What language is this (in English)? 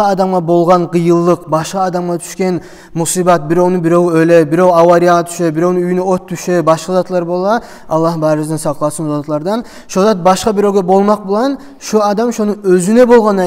Kumyk